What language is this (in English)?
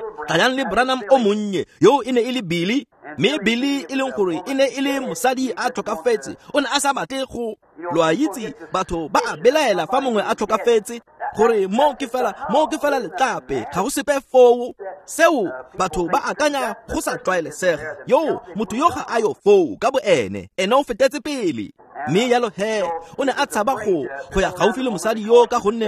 Tswana